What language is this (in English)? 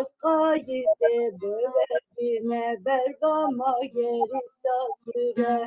Zaza